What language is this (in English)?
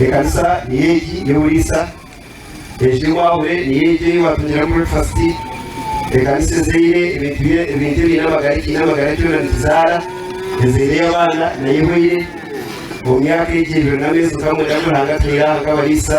Nyankole